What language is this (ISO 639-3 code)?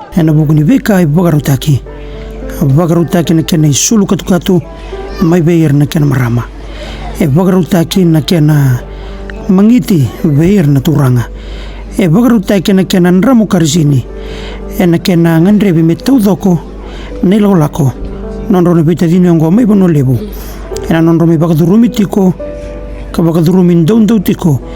fij